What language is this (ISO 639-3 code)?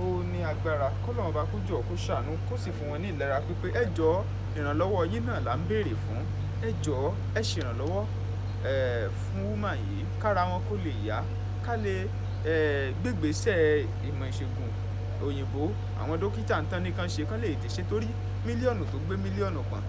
yor